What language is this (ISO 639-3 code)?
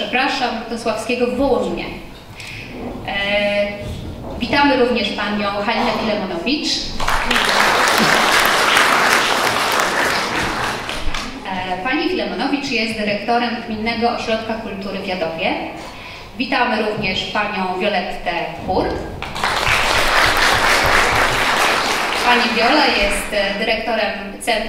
pol